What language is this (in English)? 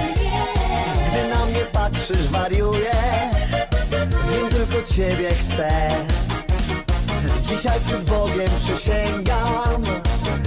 Polish